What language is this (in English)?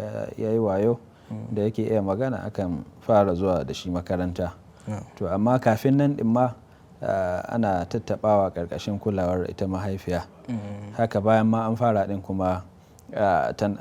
Hausa